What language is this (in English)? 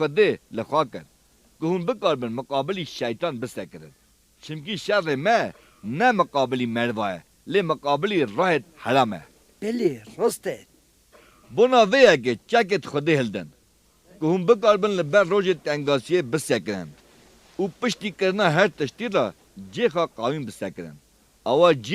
Kurdish